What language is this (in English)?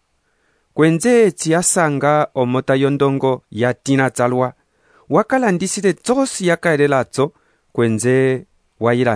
Umbundu